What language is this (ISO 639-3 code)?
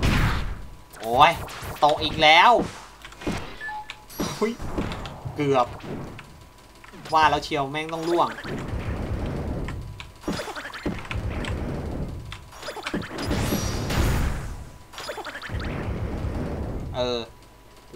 tha